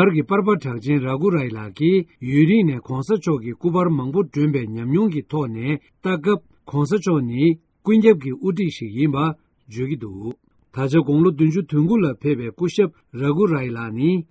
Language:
Tibetan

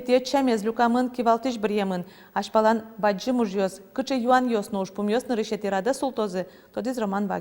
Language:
Udmurt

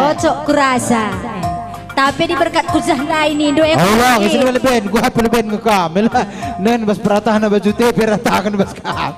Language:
Batak Karo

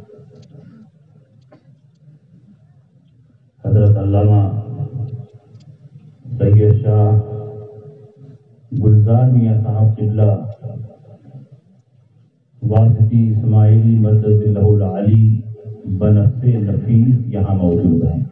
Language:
Urdu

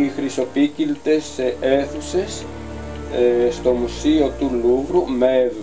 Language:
Greek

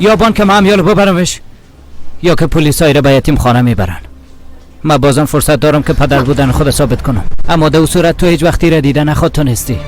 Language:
Persian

